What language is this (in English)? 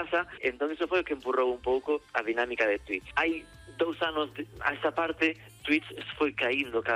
Galician